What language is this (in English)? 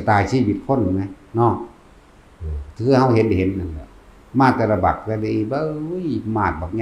Northeastern Thai